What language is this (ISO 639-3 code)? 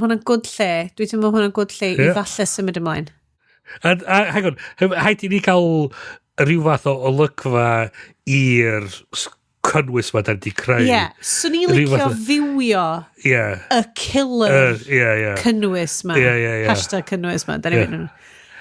cym